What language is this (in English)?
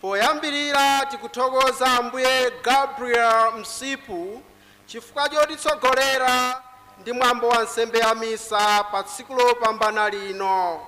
Nyanja